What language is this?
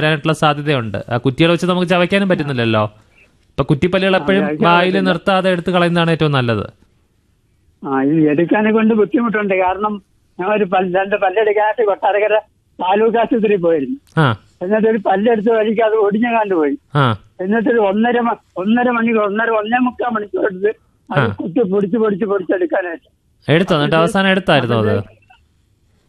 Malayalam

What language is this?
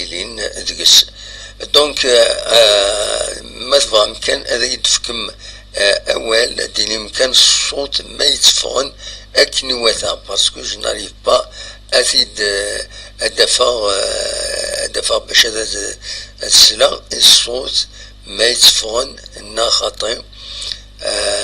Kabyle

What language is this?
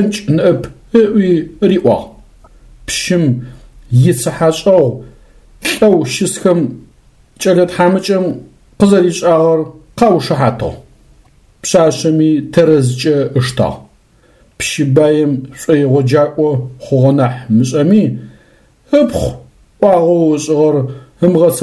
Adyghe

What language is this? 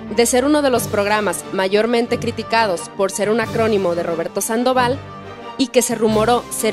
Spanish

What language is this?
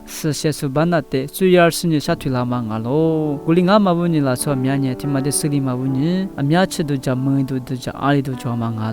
Lisu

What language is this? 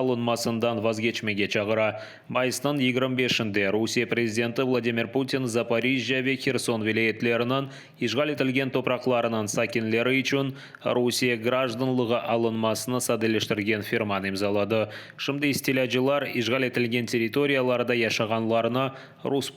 Crimean Tatar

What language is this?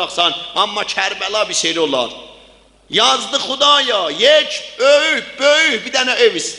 South Azerbaijani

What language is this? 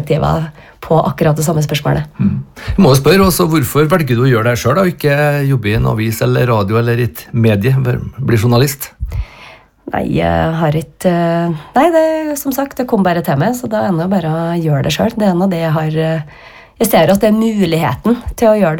Norwegian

